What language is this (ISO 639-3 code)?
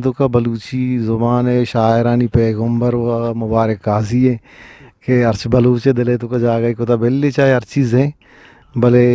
bgp